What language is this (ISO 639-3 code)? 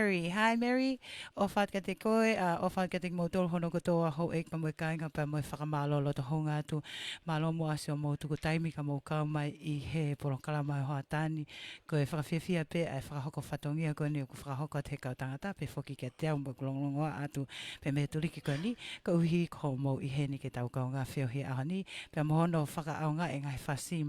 ton